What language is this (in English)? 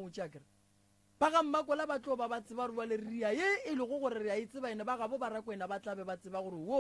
Northern Sotho